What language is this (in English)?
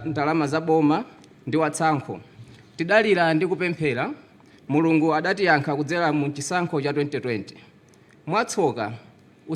Nyanja